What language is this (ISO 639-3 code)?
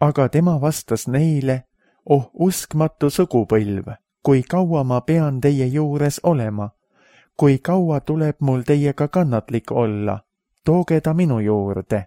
est